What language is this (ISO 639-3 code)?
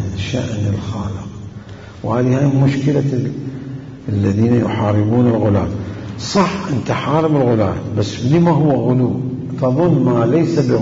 acm